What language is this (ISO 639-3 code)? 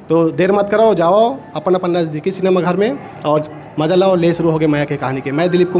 hne